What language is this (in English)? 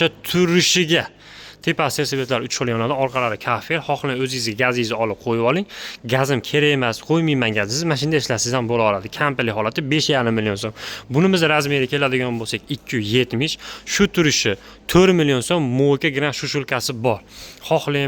Uzbek